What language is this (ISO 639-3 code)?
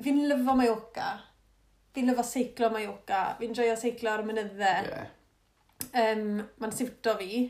cym